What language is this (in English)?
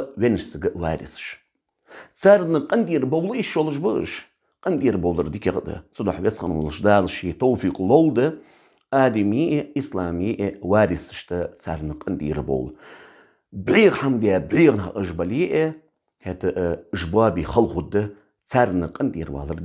Ingush